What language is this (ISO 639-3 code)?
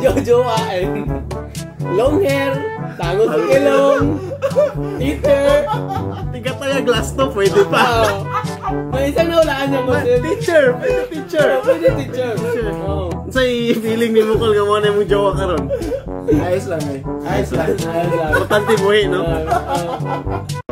ceb